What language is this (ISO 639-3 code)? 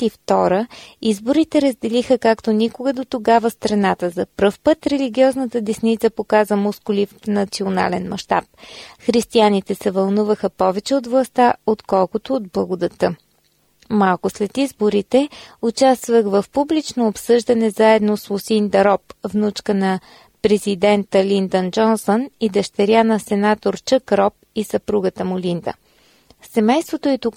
bul